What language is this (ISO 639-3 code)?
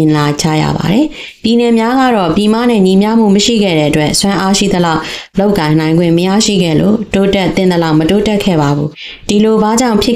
mya